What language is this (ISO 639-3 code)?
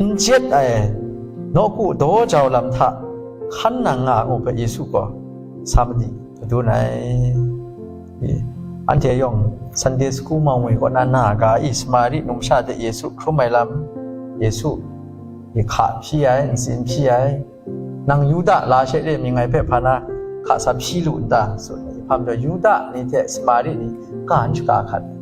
kac